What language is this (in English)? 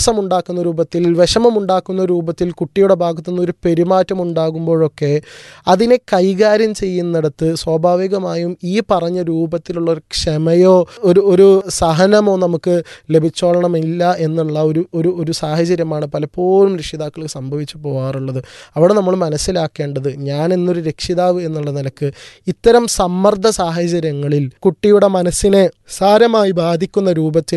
Malayalam